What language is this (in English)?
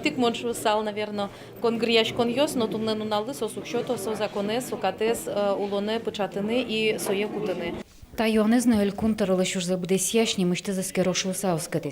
Udmurt